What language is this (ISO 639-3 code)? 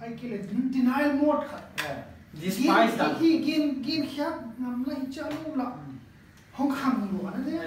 pck